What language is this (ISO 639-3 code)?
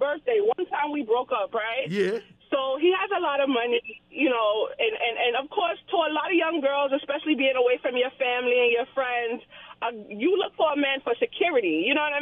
jam